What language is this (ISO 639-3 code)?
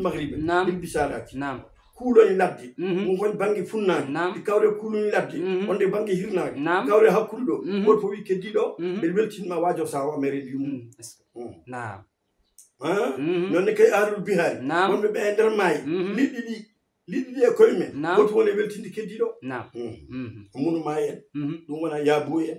ful